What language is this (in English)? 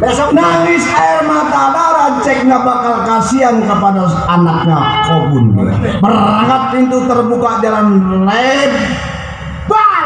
Betawi